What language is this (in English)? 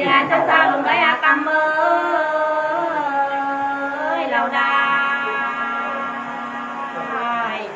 Nung (Viet Nam)